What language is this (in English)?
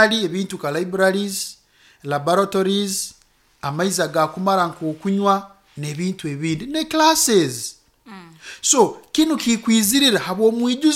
Nyoro